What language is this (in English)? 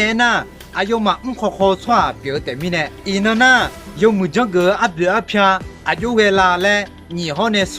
Akha